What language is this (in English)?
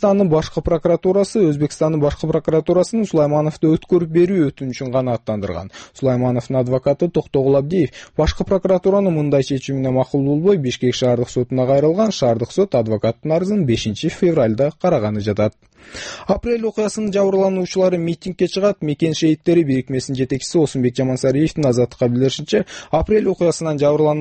Kyrgyz